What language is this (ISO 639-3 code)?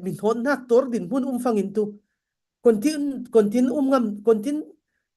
cfm